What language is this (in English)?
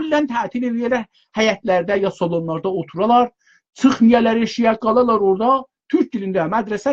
South Azerbaijani